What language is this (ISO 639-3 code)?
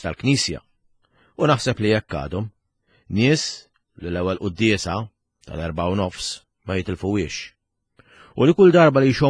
mlt